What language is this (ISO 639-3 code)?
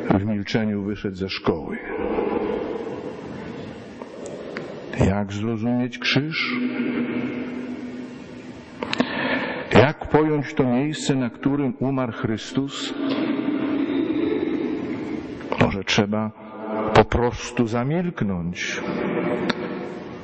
pol